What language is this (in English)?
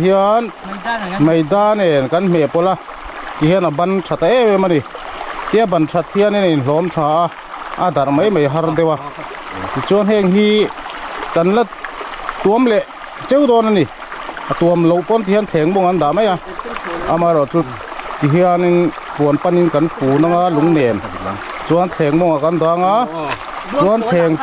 Mizo